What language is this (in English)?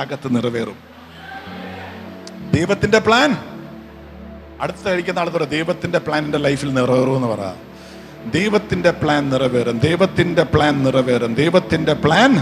Malayalam